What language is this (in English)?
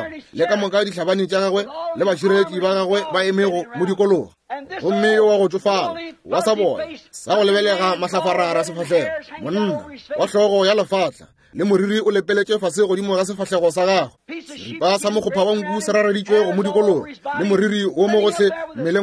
Northern Sotho